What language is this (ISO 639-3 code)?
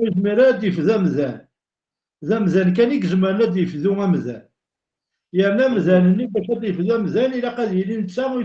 kab